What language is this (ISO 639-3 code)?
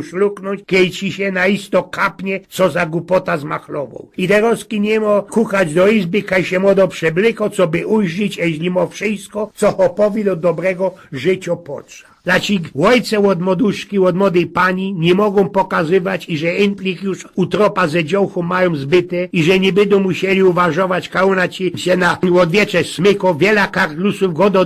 szl